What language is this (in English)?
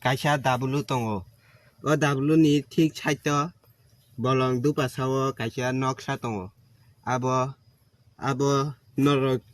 Kok Borok